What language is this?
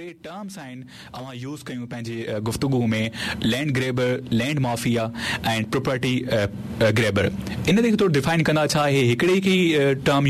Sindhi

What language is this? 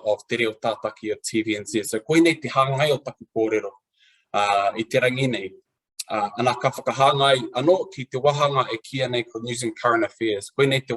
Māori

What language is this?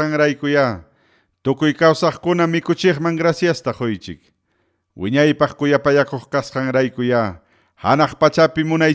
Ayacucho Quechua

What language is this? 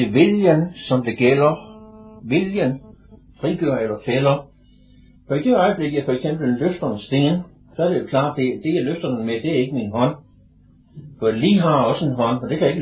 Danish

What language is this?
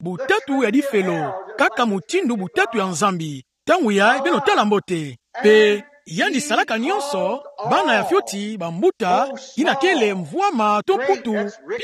Kituba (Democratic Republic of Congo)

